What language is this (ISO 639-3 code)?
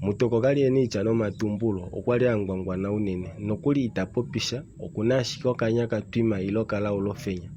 kua